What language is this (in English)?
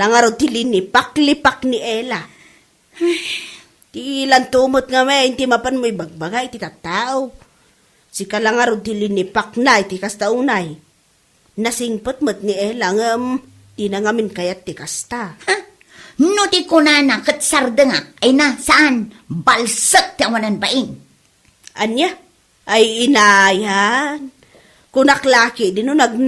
Iloko